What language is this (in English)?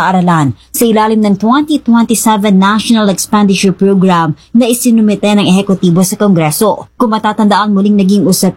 Filipino